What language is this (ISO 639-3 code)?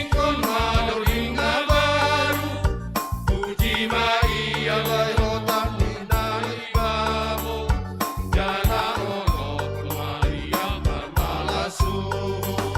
bts